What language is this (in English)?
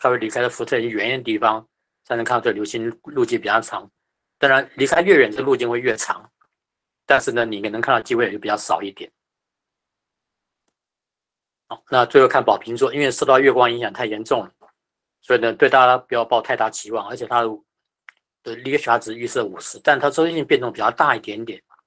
Chinese